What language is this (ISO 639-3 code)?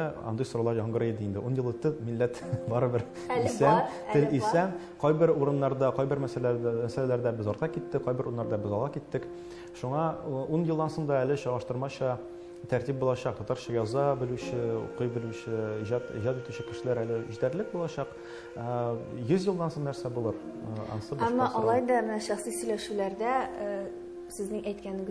tat